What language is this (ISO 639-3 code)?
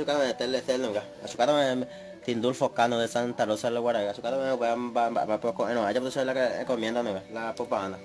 grn